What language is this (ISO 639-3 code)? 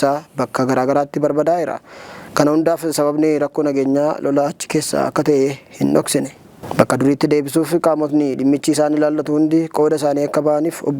orm